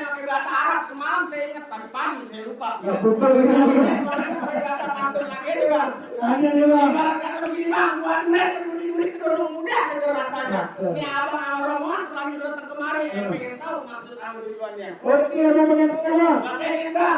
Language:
Betawi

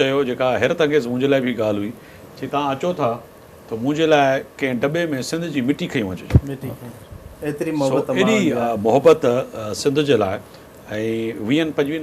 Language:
Sindhi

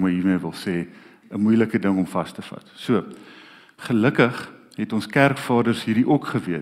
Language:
Afrikaans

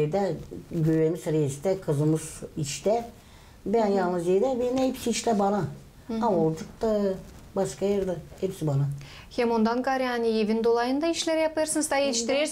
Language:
Gagauz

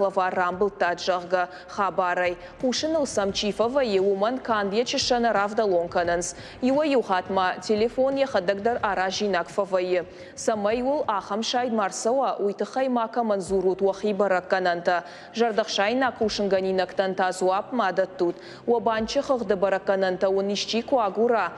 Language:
Ossetic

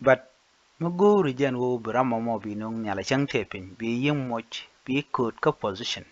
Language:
Nuer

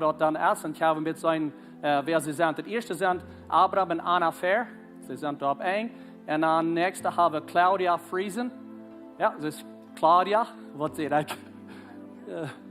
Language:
Plautdietsch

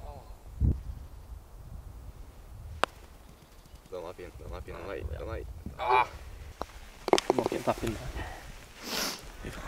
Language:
Norwegian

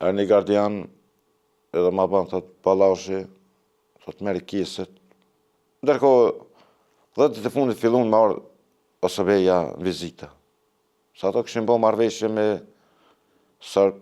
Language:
Albanian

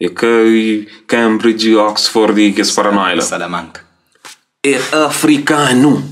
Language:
Kabuverdianu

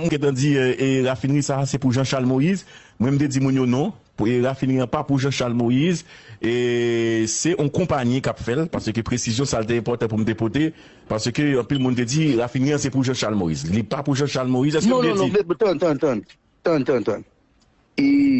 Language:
Haitian Creole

